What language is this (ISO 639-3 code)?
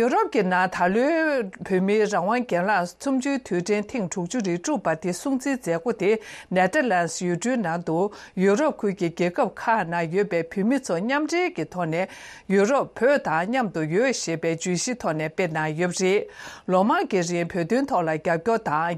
bod